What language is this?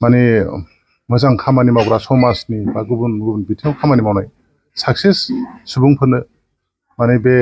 Bodo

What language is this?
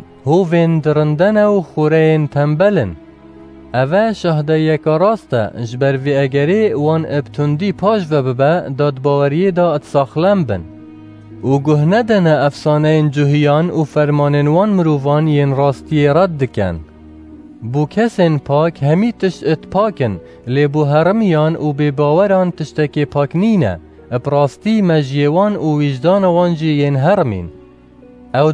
Kurdish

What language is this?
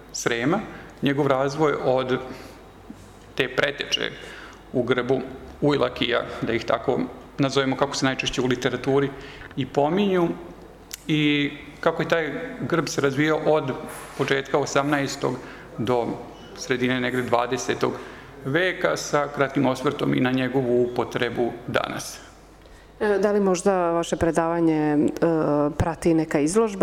Serbian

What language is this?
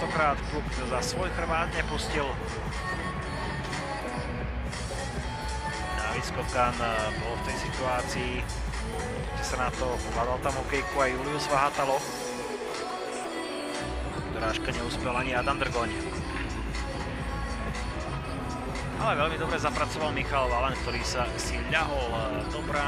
Slovak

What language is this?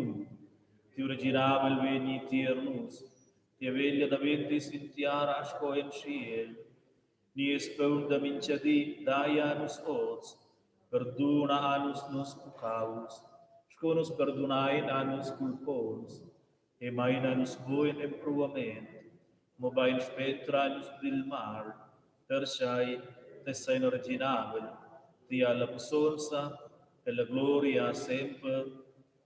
Romansh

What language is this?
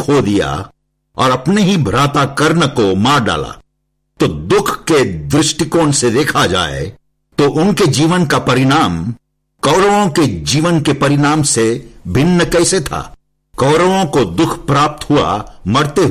Hindi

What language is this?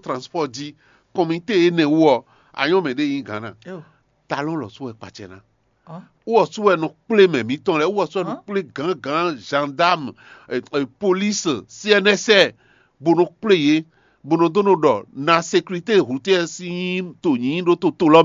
Fon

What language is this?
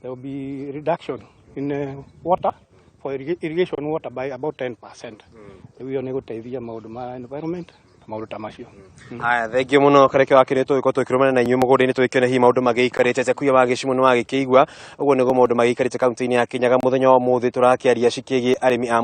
Kikuyu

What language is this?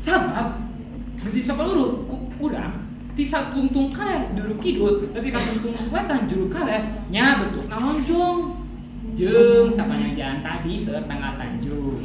Sundanese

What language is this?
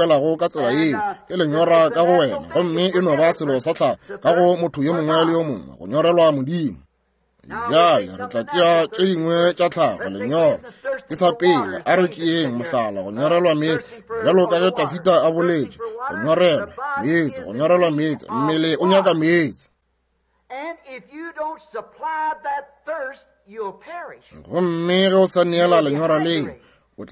Northern Sotho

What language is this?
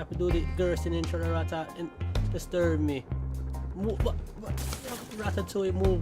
Jamaican Creole English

